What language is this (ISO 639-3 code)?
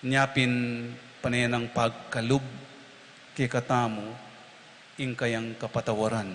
pam